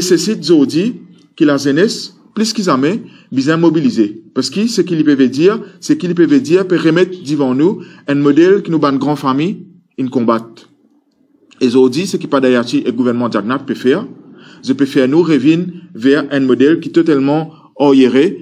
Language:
Morisyen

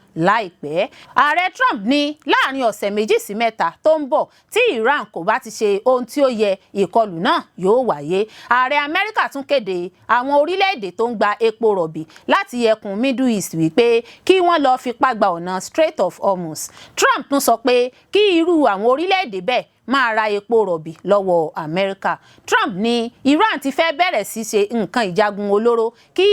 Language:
Yoruba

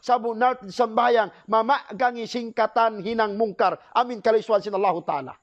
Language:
Tausug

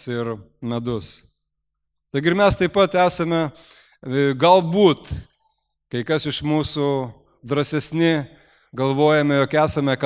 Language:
Lithuanian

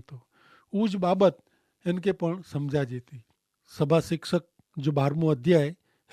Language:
Kachhi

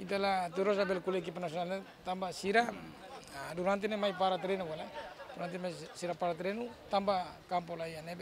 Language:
Tetum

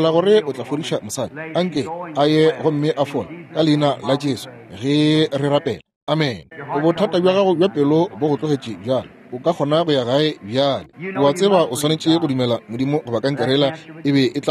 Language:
Northern Sotho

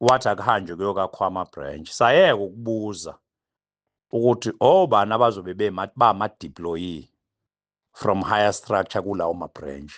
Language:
Zulu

